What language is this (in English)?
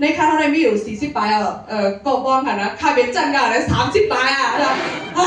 Shan